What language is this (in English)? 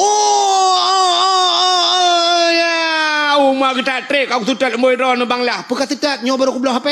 Achinese